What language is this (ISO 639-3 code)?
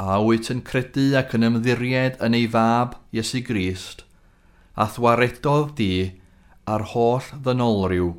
cym